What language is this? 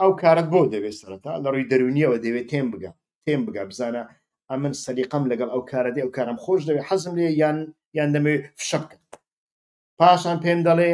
Central Kurdish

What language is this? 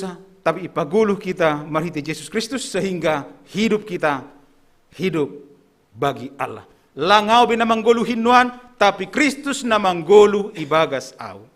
Batak Simalungun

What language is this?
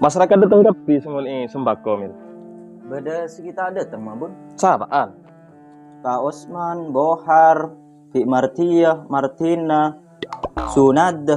Madurese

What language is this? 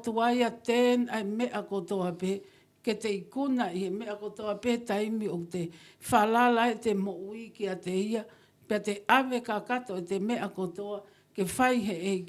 Tongan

